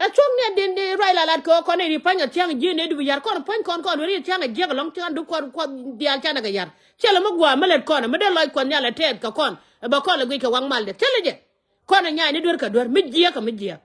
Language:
Nuer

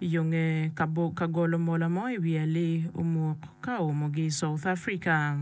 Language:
Acoli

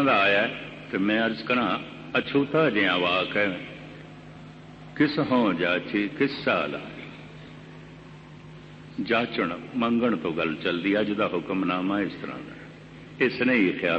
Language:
Punjabi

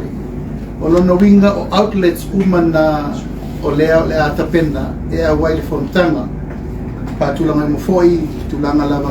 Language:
Samoan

